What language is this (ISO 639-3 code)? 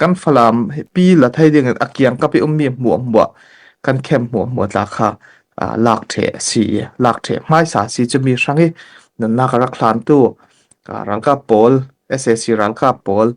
cfm